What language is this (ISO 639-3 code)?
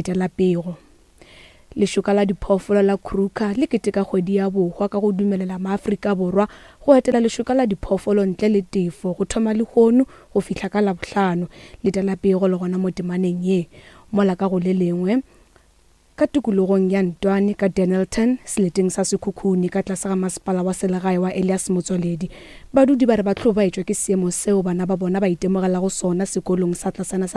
nso